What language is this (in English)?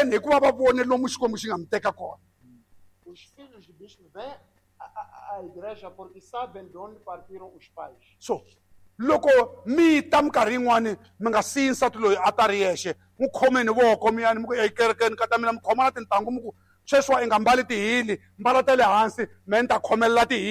Tsonga